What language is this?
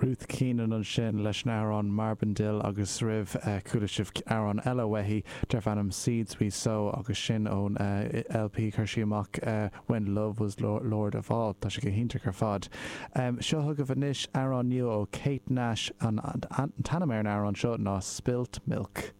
Irish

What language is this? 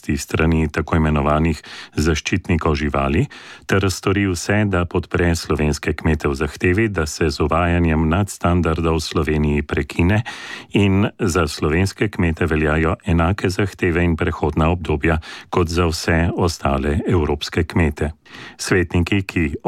Slovenian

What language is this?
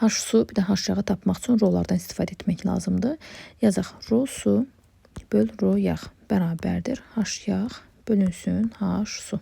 Azerbaijani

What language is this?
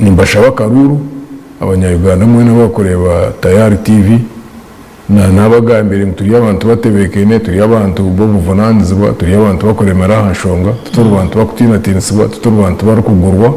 Nyankole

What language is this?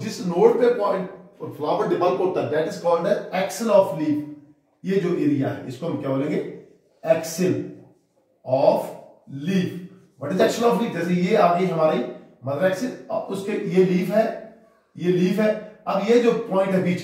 Hindi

